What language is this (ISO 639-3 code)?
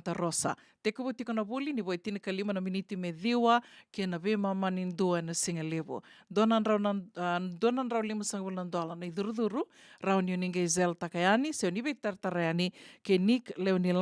fij